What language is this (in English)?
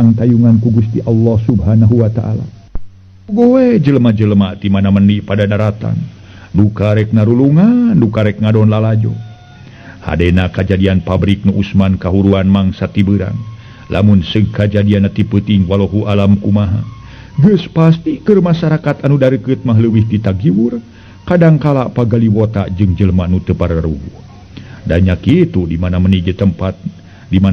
Sundanese